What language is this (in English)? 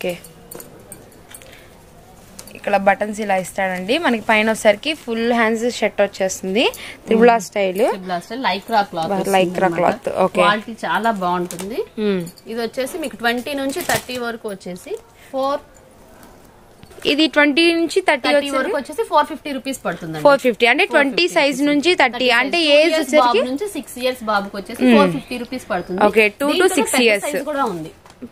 Telugu